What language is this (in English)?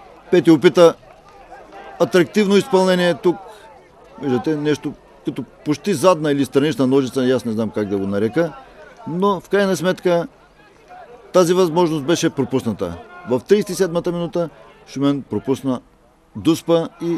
Bulgarian